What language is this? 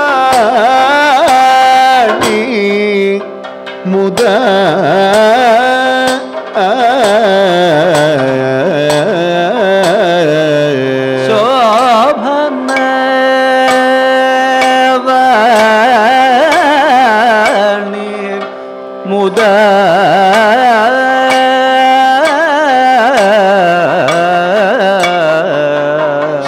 Malayalam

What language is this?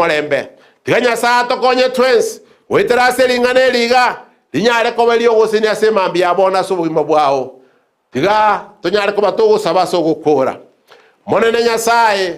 Gusii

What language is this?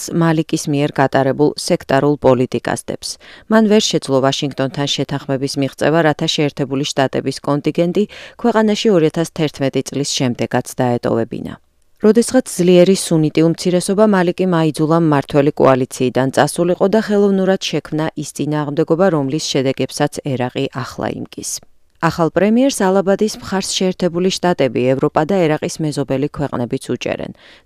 Georgian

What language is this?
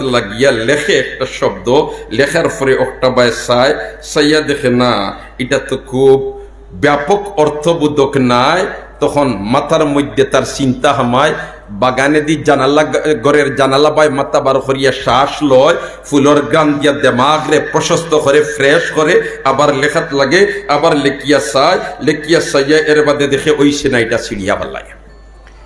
Sylheti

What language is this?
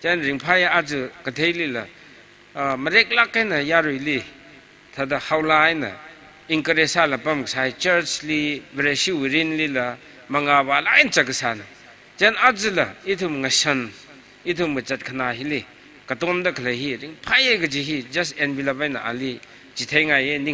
Tangkhul Naga (India)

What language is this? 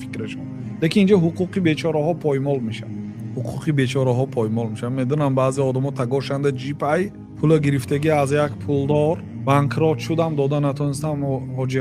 Tajik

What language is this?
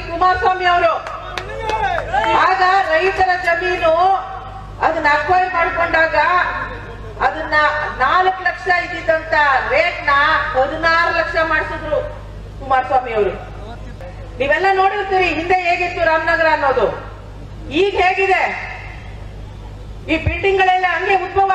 Kannada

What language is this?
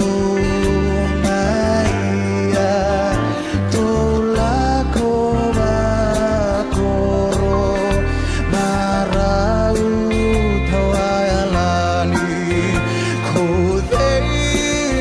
Fijian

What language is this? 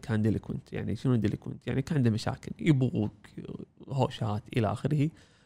Gulf Arabic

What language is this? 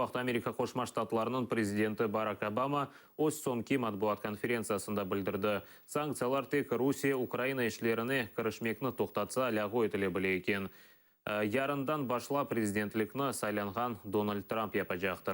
Crimean Tatar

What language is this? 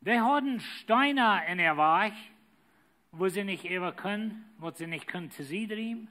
Plautdietsch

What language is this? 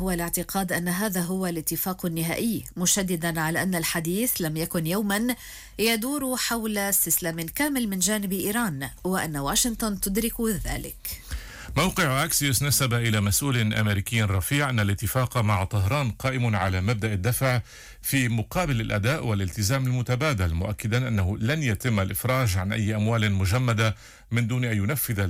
Arabic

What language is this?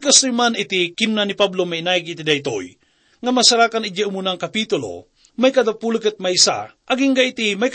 Iloko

